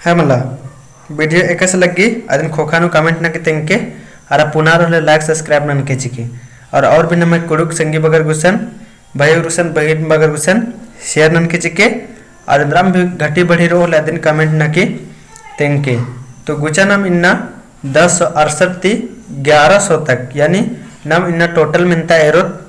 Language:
Kurukh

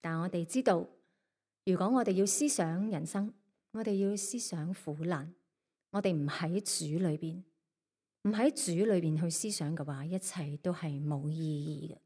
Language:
Cantonese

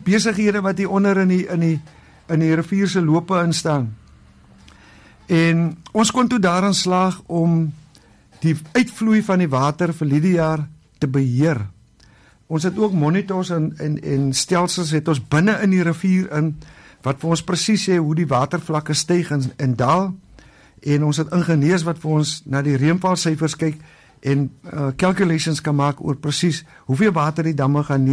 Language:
Afrikaans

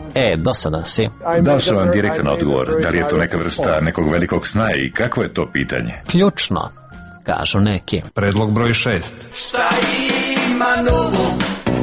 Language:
Serbian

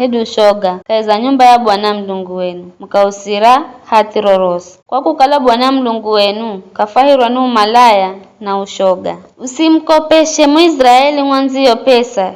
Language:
Giryama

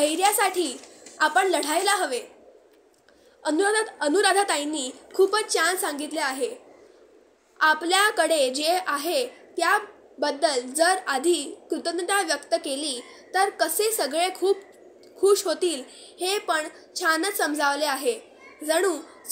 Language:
Marathi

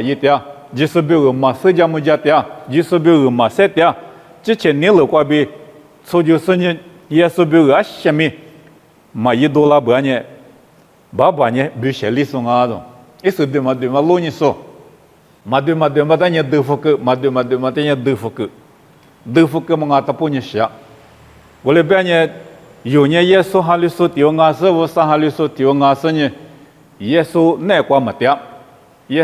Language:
Lisu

